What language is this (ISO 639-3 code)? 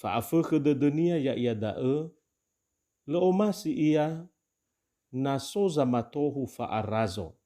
nia